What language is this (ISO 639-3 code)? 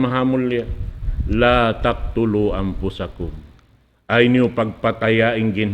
tsg